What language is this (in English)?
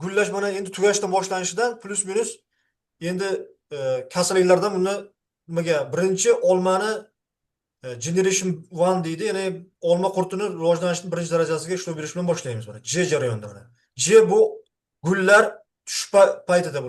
Uzbek